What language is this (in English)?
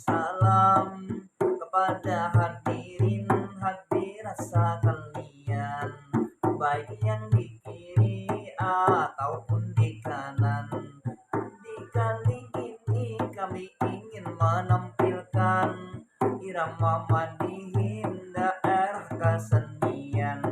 Banjar